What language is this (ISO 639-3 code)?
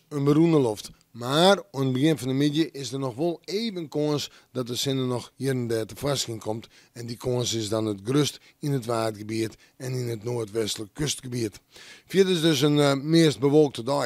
fry